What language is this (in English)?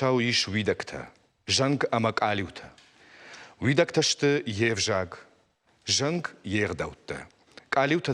Ossetic